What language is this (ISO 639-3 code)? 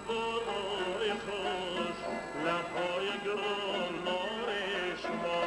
tgk